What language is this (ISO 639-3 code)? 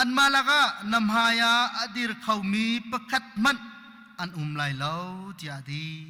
cnh